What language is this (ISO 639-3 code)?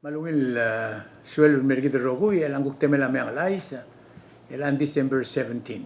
pau